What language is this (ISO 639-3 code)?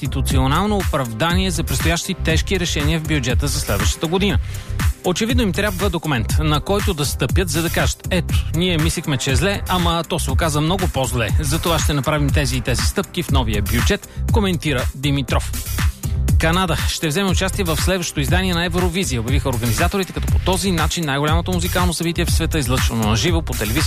bul